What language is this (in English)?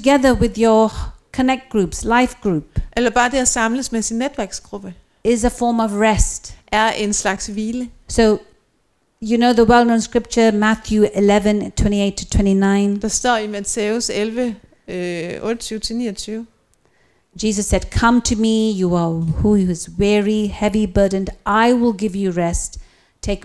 Danish